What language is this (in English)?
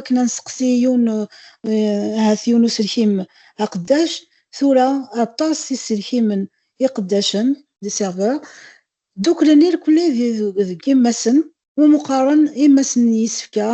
Kabyle